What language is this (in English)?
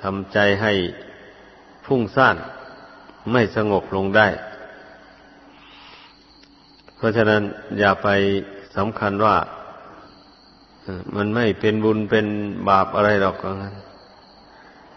Thai